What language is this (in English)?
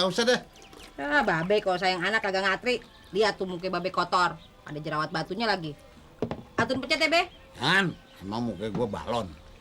Betawi